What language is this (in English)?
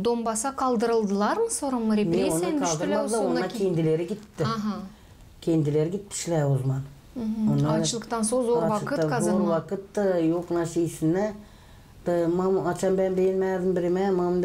Gagauz